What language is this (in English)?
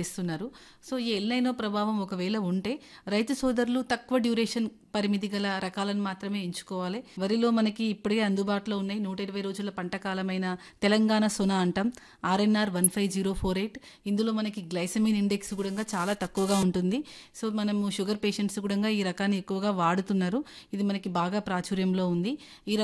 Telugu